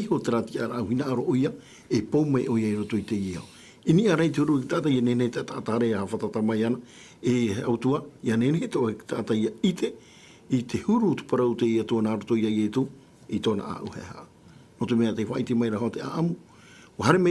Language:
Tahitian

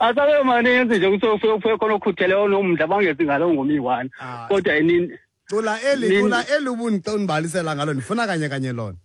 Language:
Xhosa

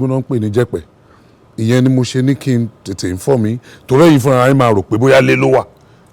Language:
Yoruba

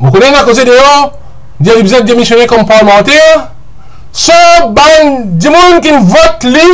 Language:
Morisyen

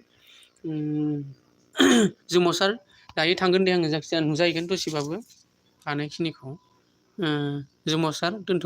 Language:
Bodo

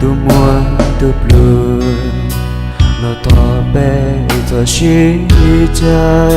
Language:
Hmong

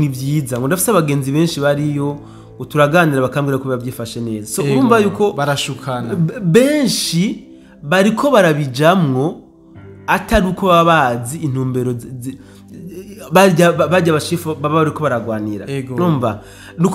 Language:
Rundi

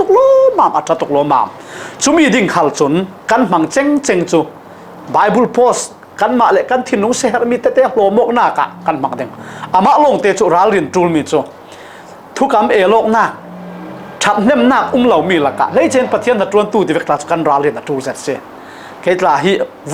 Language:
Falam Chin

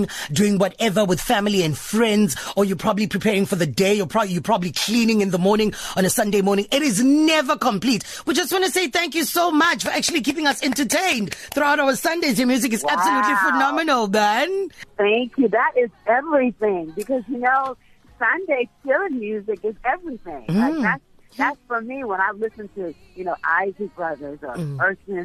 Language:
English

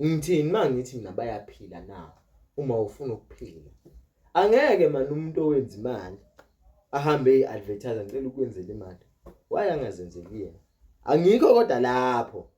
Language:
Zulu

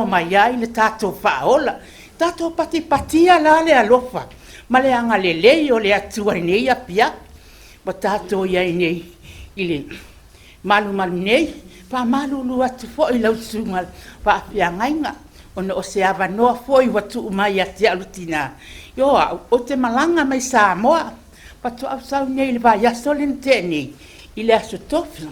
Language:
Samoan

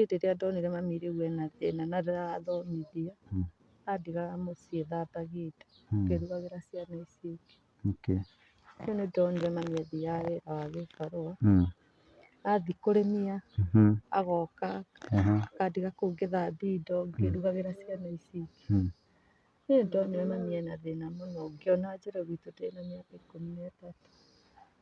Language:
Kikuyu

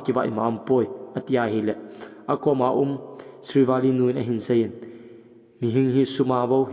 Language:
Thado Chin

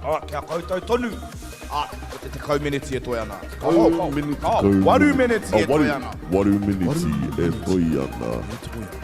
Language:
Māori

